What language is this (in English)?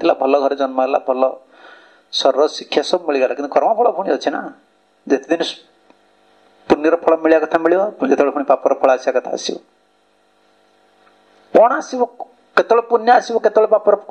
Odia